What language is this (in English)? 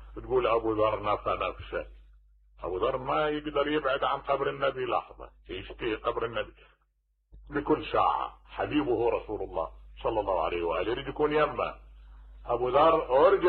Mesopotamian Arabic